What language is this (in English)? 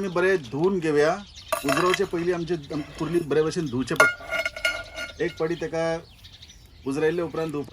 Konkani